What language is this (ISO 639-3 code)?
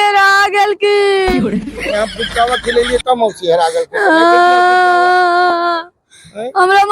mag